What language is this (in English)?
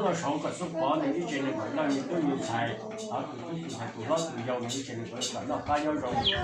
Hmong